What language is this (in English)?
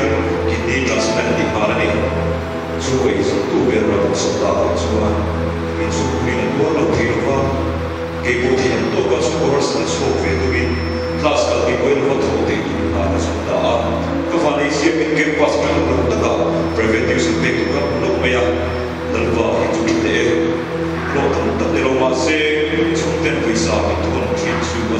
Mizo